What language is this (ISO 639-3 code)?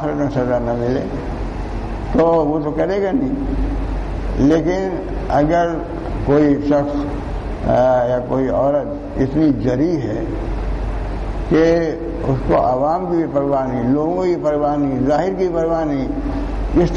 urd